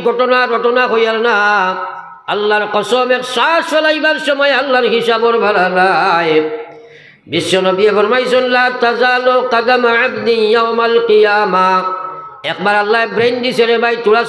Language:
Sylheti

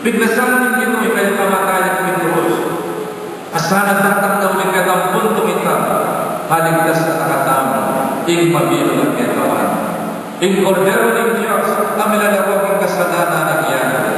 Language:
Pampanga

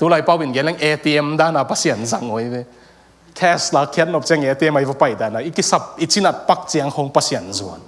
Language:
Tedim Chin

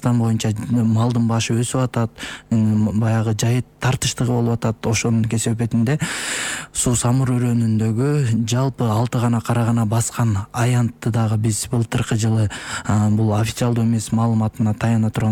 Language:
Kyrgyz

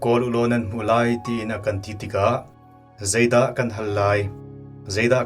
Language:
Hakha Chin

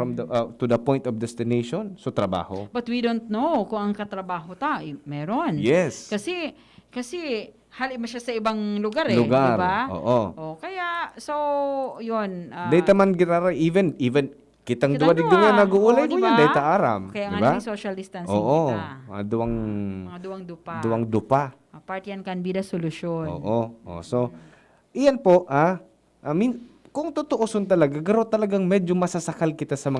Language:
Bikol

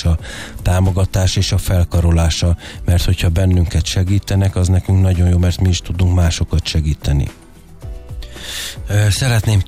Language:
Hungarian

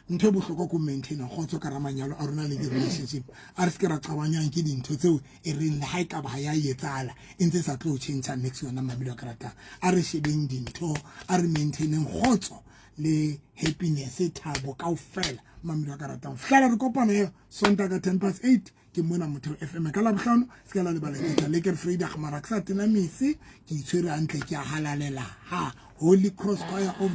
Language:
Southern Sotho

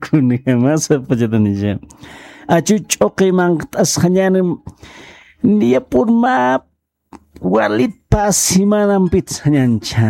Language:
Aymara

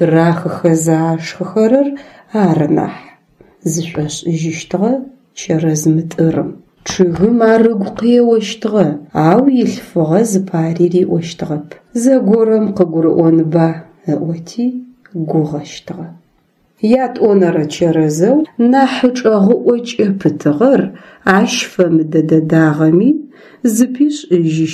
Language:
Adyghe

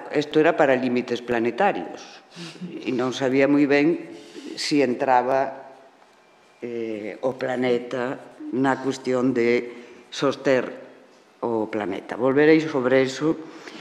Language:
Galician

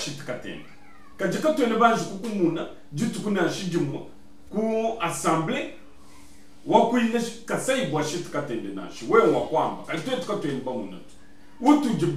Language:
Luba-Lulua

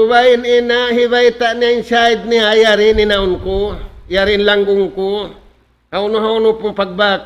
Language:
Tausug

